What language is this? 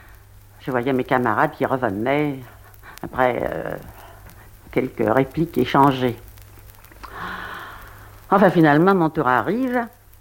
French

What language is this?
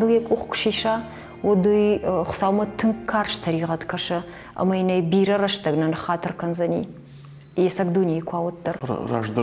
Ossetic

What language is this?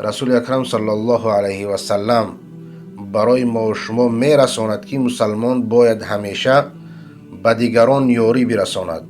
Persian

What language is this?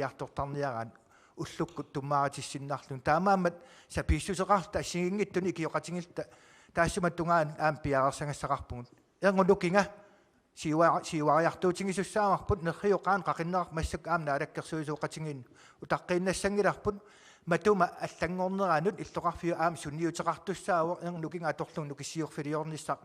Kalaallisut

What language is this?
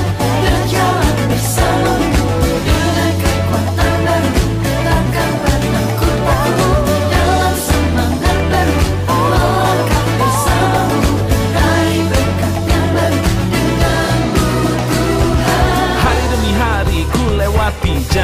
Indonesian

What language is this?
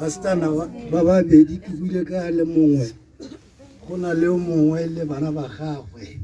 Tswana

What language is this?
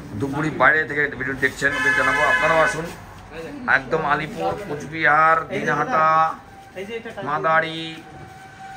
Bangla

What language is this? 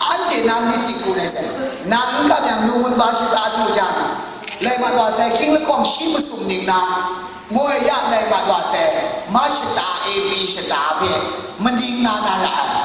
Kachin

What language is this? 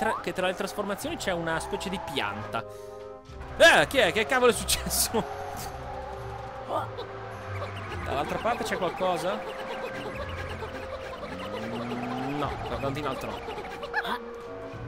Italian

